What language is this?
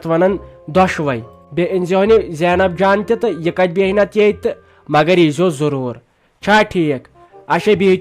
Kashmiri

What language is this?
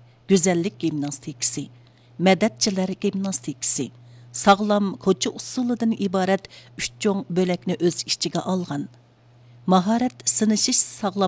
Uyghur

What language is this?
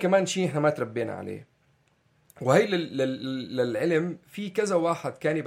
North Levantine Arabic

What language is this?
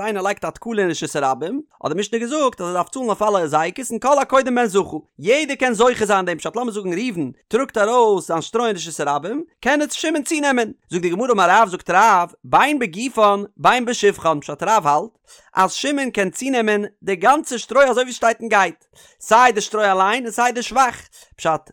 Yiddish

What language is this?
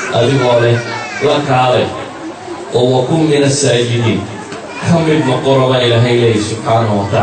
Somali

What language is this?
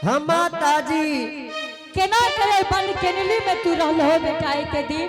Angika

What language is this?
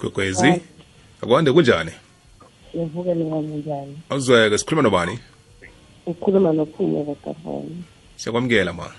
South Ndebele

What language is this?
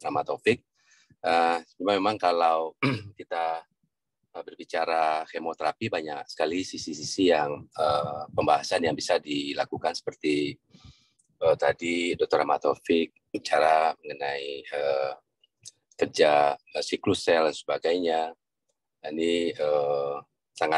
Indonesian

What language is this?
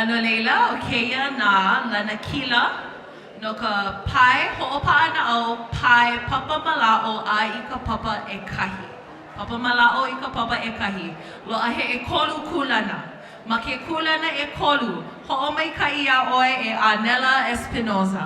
Hawaiian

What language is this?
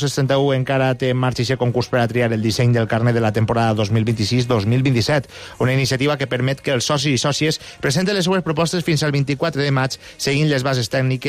Catalan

